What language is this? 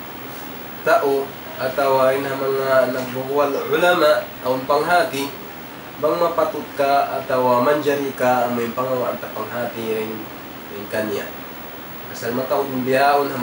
Tausug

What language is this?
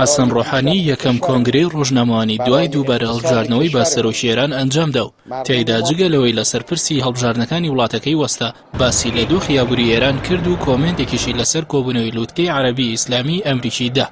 Central Kurdish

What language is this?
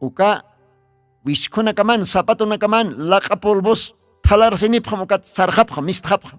Aymara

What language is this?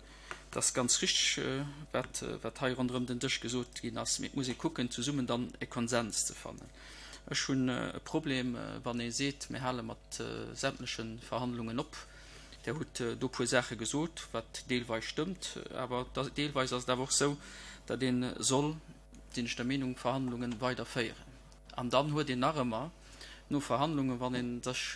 Luxembourgish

